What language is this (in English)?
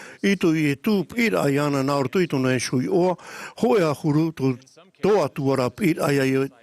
Tahitian